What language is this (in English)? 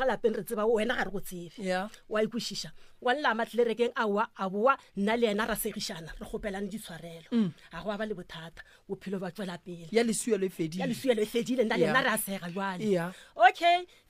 Northern Sotho